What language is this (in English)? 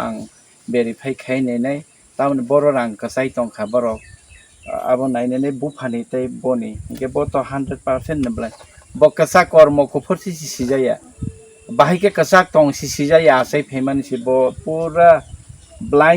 Kok Borok